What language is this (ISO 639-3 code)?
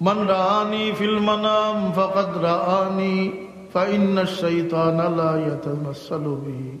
syl